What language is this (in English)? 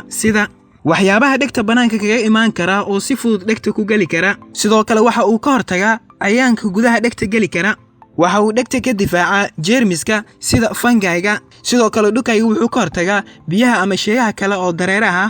Somali